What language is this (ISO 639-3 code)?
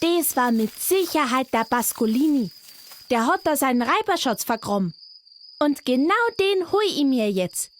bar